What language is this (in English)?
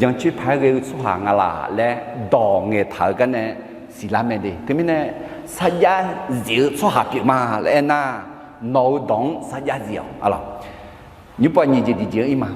Akha